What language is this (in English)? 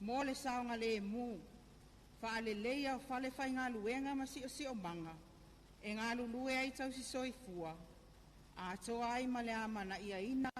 Samoan